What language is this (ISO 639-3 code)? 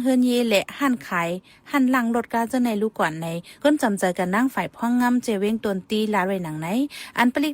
shn